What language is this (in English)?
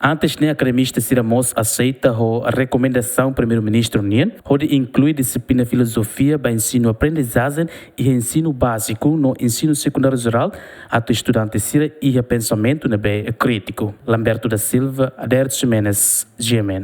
Tetum